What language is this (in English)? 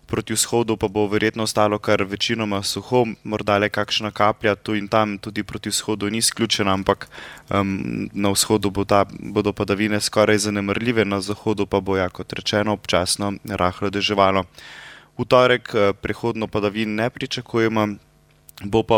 Slovenian